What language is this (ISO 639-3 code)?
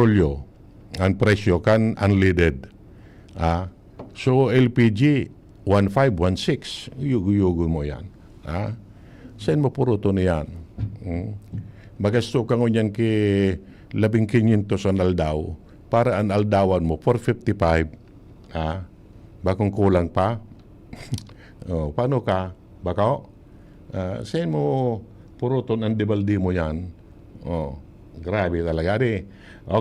bik